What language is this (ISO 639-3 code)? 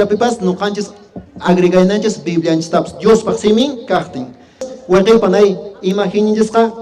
que